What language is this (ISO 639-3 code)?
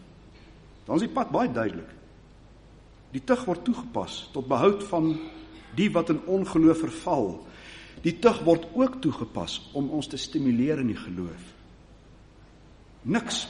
afr